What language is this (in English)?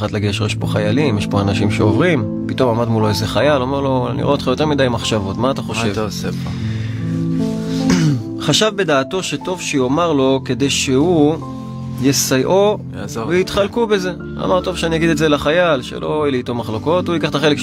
Hebrew